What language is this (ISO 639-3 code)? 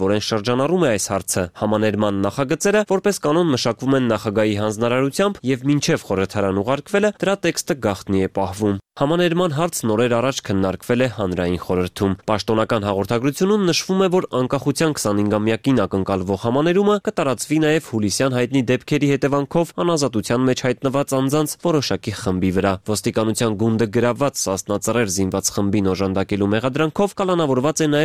hye